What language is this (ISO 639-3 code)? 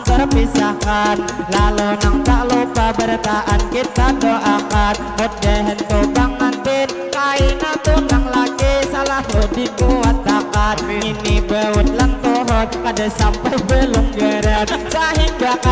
bjn